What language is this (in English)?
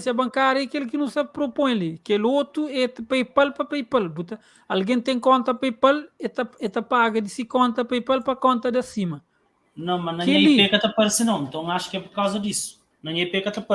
Kabuverdianu